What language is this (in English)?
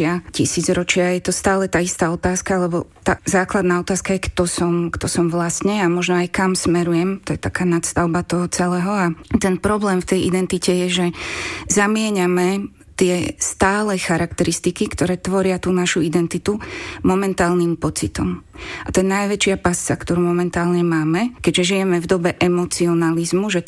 Slovak